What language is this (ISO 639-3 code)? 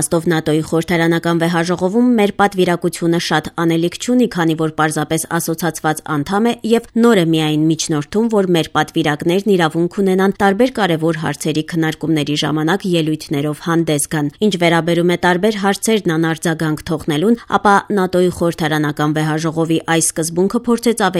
hye